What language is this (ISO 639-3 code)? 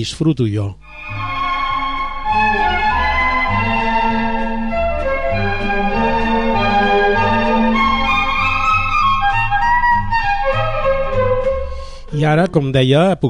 cat